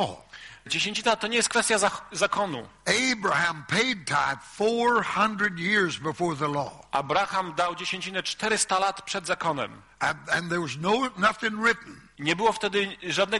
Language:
Polish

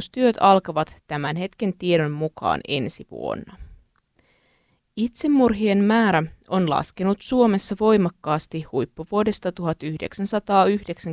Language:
Finnish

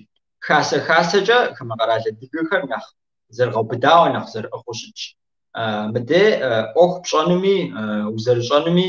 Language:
Kabardian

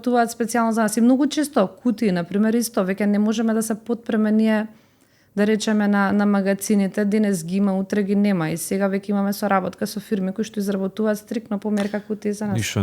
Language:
Macedonian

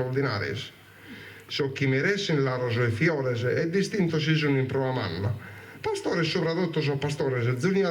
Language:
Sardinian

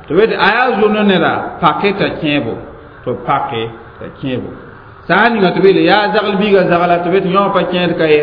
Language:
Mossi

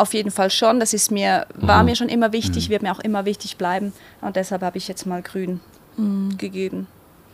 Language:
Swiss German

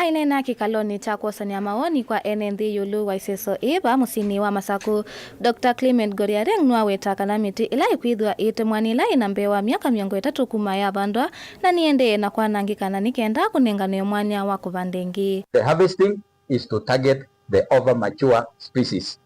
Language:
Kamba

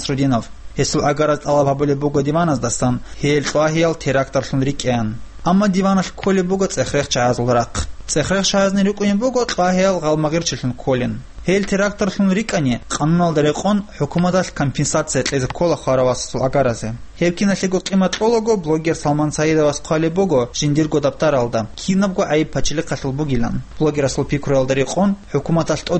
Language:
Avaric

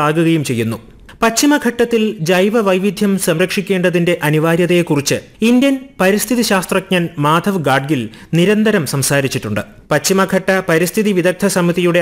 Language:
Malayalam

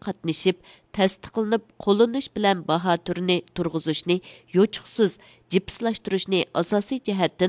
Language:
Uyghur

